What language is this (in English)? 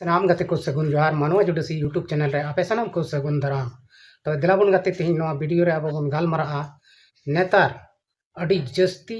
Santali